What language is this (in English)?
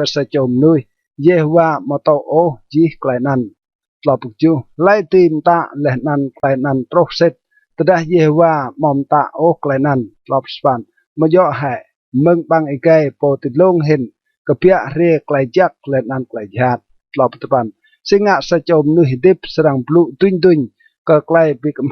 Rade